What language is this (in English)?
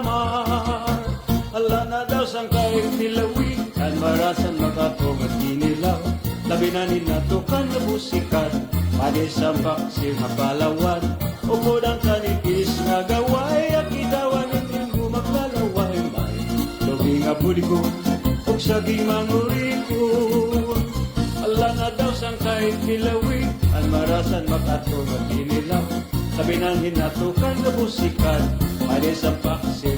Waray